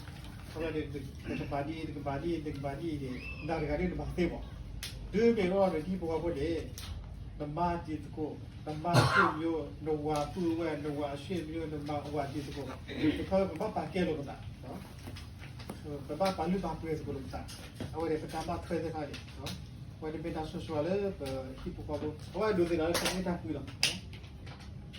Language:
S'gaw Karen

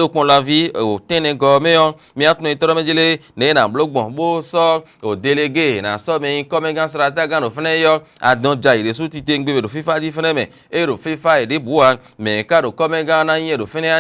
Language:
Fon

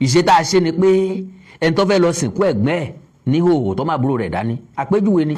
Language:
Yoruba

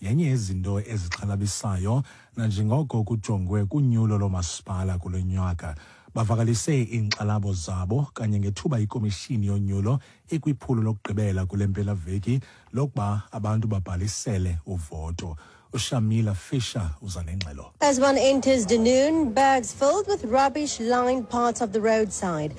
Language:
Xhosa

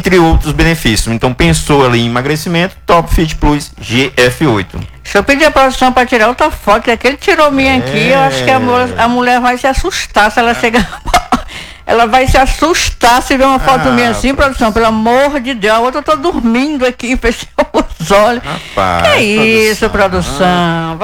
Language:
Portuguese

